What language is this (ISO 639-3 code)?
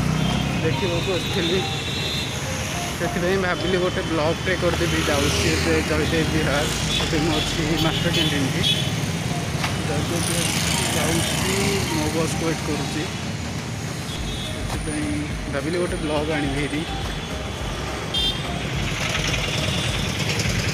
ori